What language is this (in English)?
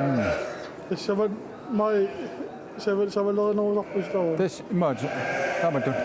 Kalaallisut